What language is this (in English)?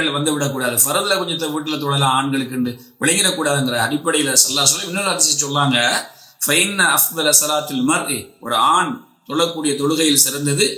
Tamil